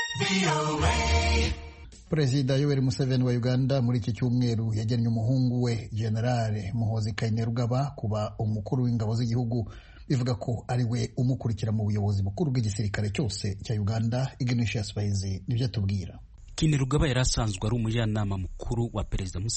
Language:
Kinyarwanda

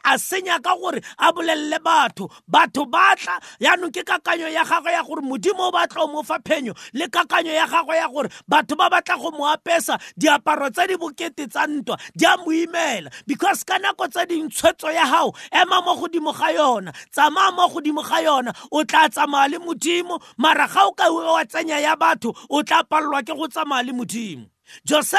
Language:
Tswana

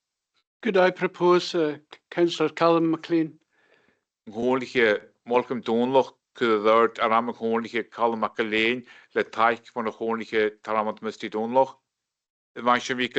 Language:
Scottish Gaelic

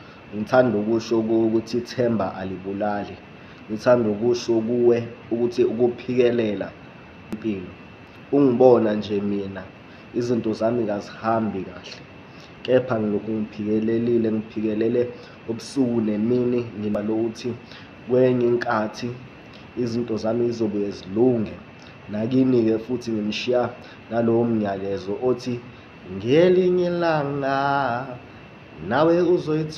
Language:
Zulu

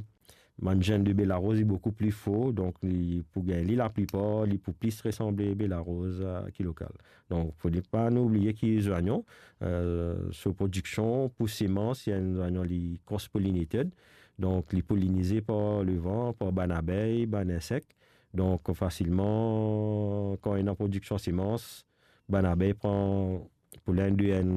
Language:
Morisyen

